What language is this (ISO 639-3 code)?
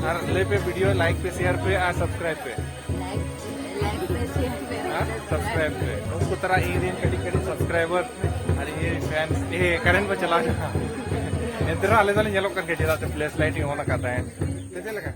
sat